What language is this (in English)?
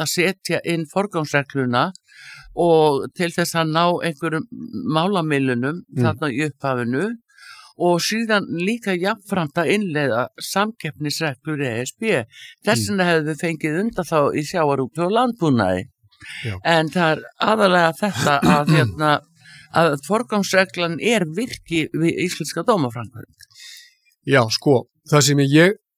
Icelandic